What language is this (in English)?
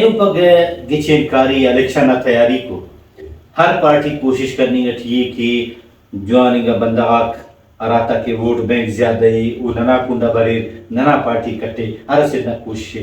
Brahui